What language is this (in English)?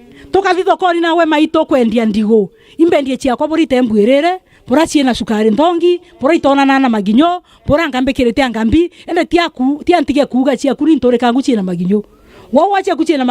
Meru